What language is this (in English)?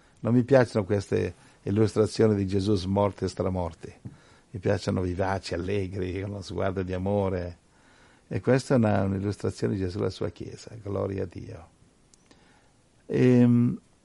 Italian